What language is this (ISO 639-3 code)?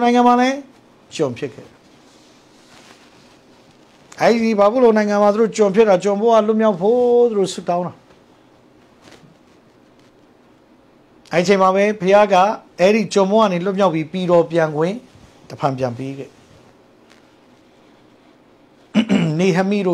mya